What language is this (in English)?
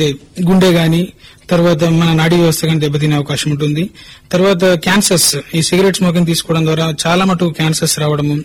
Telugu